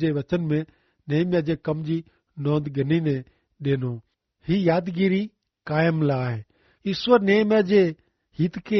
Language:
Kachhi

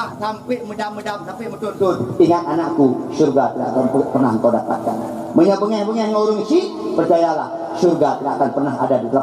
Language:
Achinese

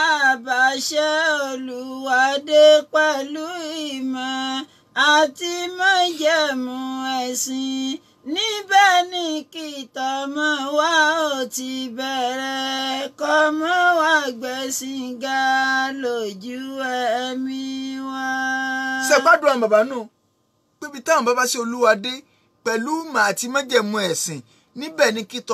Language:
Yoruba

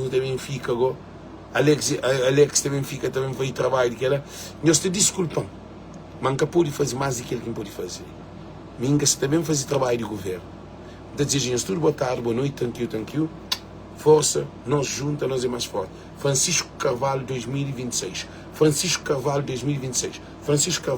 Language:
Kabuverdianu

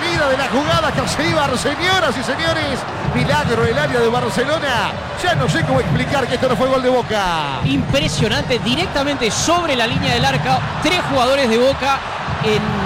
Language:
Spanish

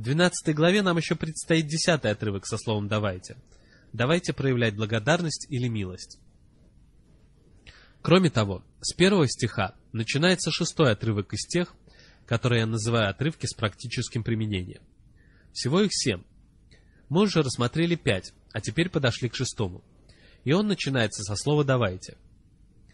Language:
Russian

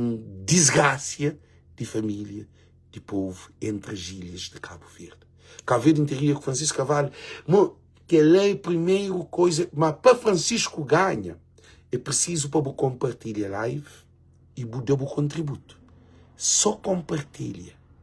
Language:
Kabuverdianu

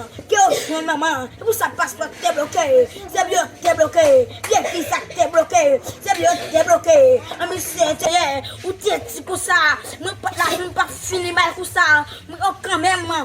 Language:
Haitian Creole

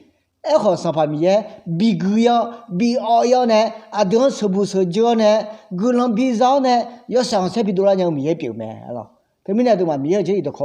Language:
Akha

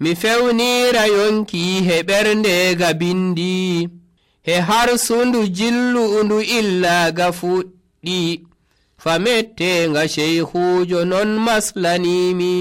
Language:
Nigerian Fulfulde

